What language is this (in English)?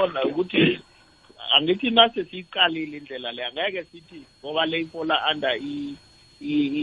South Ndebele